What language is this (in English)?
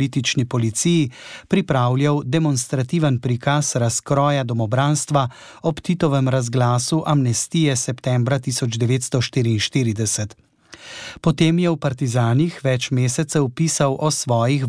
Slovenian